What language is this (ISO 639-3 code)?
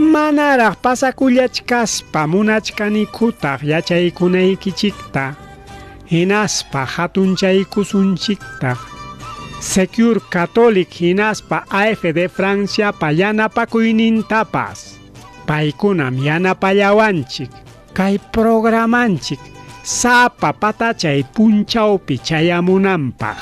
quy